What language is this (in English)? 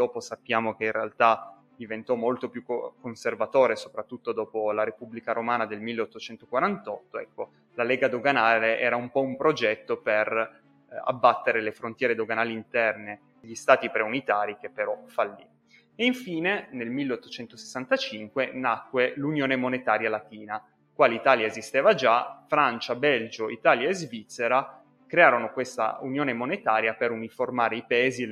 Italian